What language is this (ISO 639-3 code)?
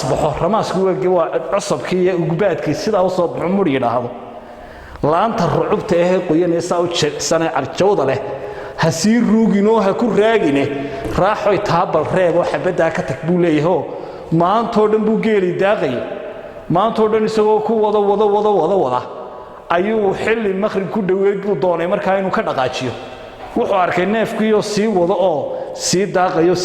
som